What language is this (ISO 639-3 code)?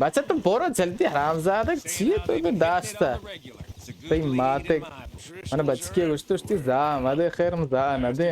bal